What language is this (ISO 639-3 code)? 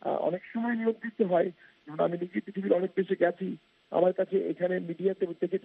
ben